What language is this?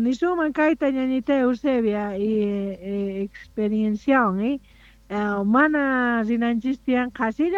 South Bolivian Quechua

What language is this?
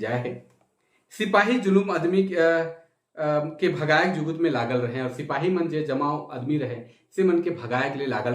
Sadri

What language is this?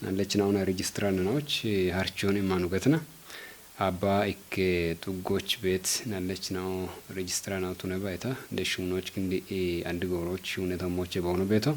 Kafa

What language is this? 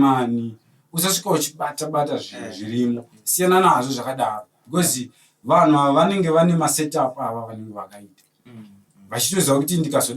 Shona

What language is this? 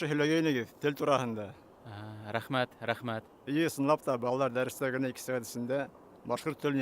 Bashkir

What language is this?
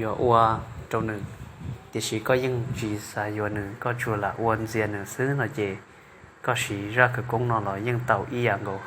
Hmong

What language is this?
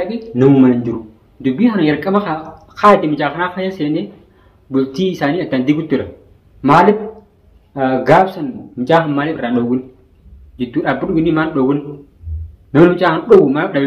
Oromo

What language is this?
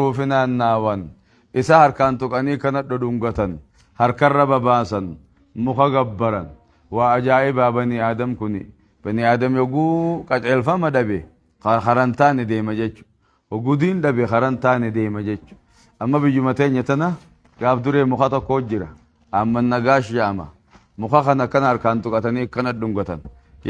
Oromo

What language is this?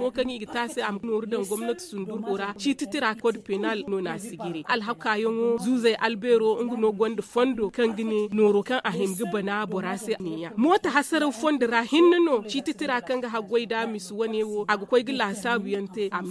Zarma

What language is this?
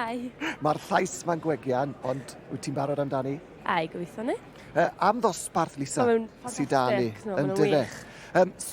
Welsh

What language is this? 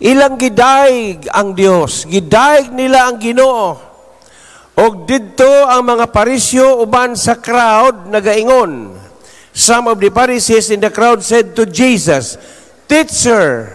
Cebuano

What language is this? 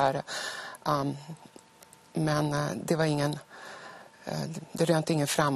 Swedish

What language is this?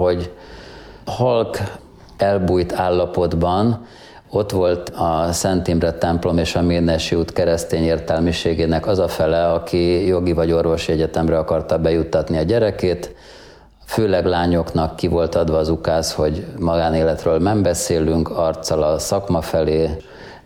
Hungarian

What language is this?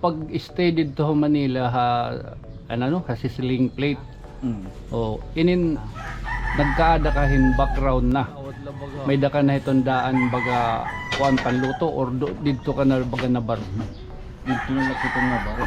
Waray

